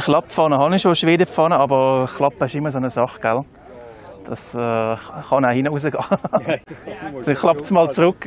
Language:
Swiss German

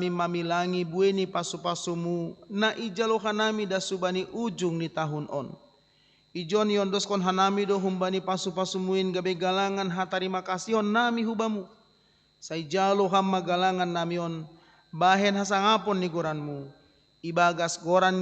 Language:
Batak Simalungun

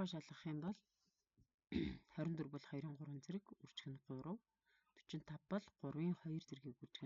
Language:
Mongolian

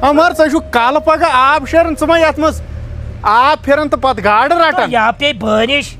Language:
Kashmiri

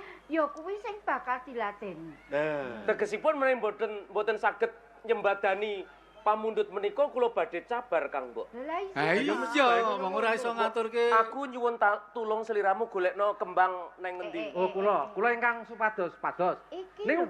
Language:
Javanese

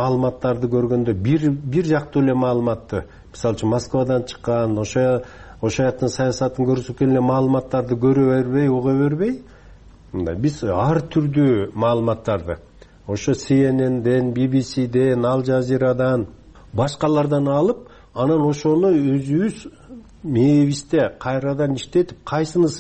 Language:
Kyrgyz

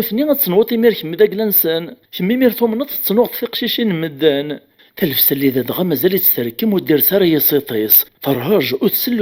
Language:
Kabyle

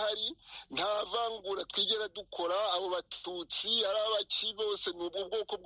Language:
Kinyarwanda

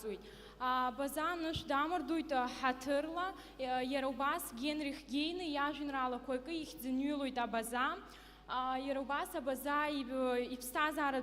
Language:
Abkhazian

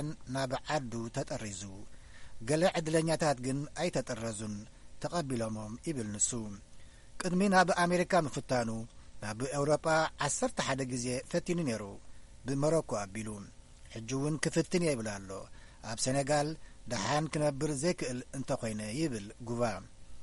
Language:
Tigrinya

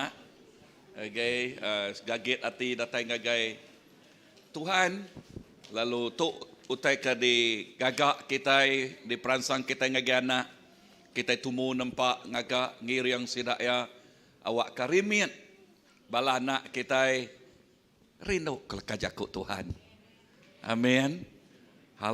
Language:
Iban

